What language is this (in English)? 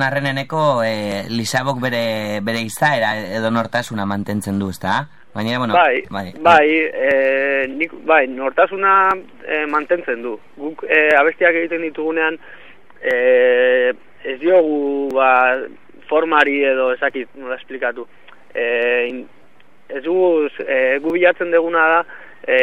Basque